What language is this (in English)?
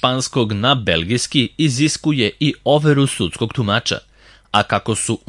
Serbian